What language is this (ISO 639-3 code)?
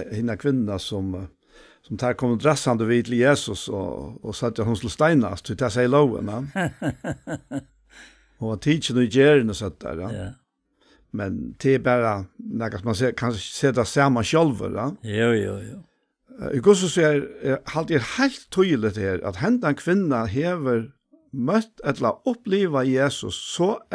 fao